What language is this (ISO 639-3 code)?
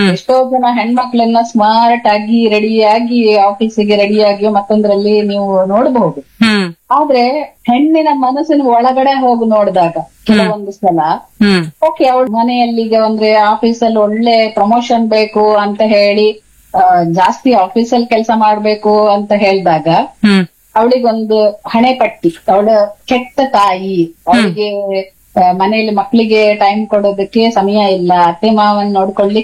kan